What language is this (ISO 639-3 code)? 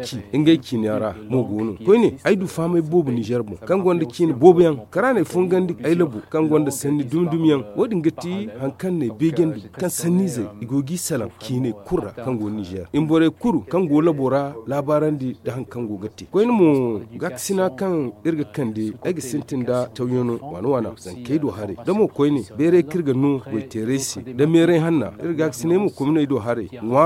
dje